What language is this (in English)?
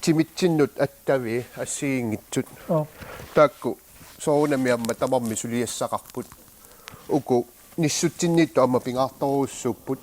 Kalaallisut